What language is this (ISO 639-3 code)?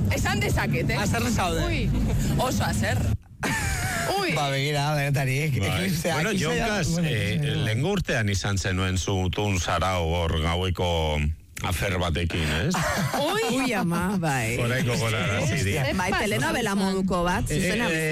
eus